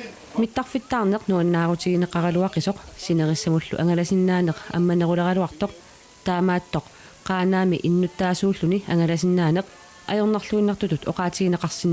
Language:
Kalaallisut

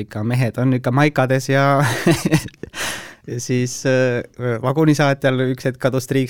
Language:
Estonian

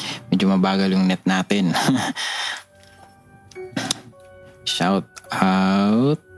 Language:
Filipino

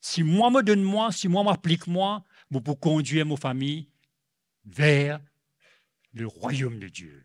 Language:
Morisyen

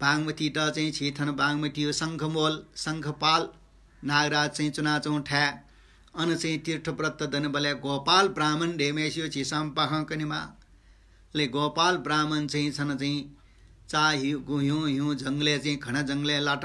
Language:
Newari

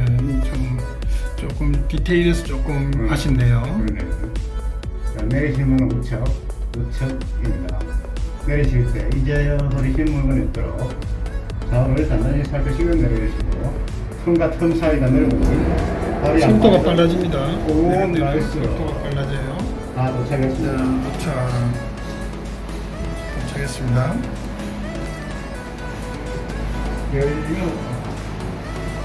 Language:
Korean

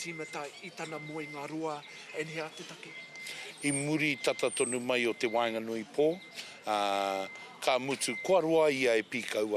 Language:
Māori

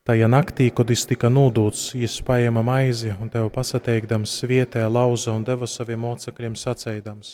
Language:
Latgalian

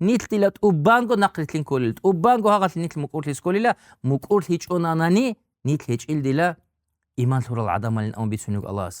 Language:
Avaric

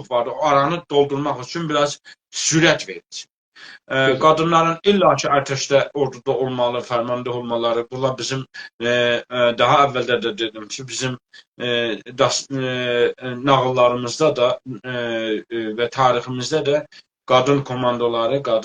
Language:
South Azerbaijani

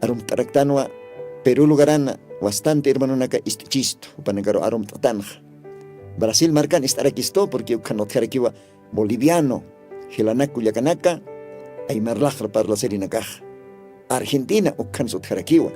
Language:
Aymara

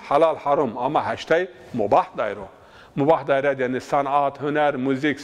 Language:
Zaza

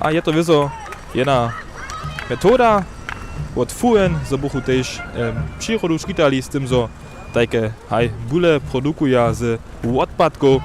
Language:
Upper Sorbian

